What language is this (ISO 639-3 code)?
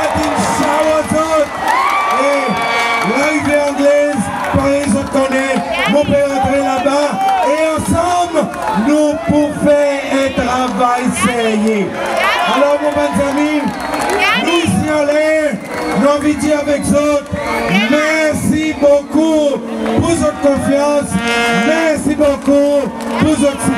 crs